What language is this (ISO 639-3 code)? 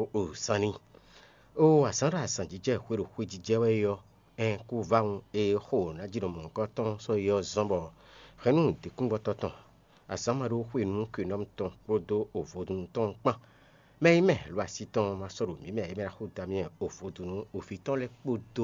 fon